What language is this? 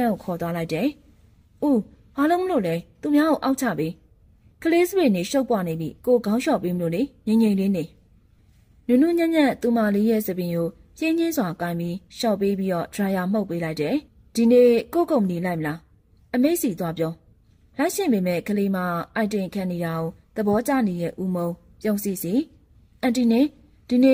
Burmese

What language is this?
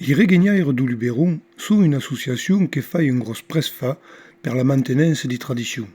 Occitan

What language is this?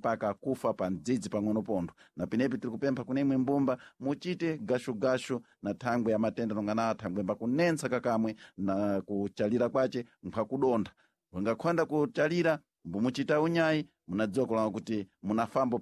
Sena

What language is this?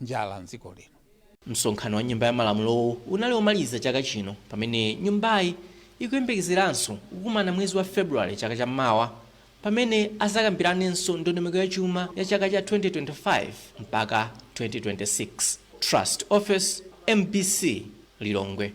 Nyanja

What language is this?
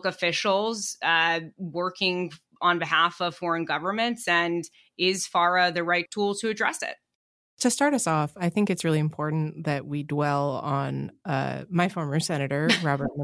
English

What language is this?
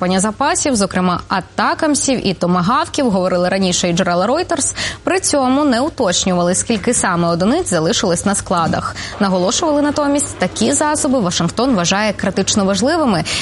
Ukrainian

